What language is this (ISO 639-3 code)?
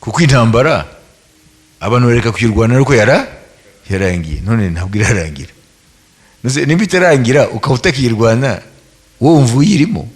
kin